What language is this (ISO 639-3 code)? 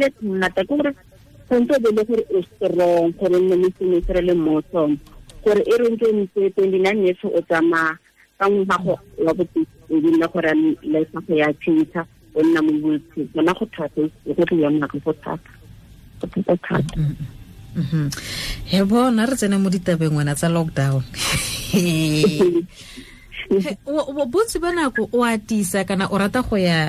tsn